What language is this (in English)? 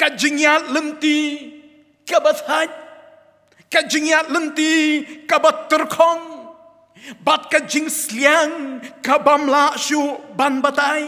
Khasi